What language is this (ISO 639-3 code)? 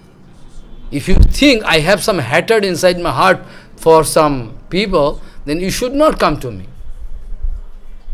eng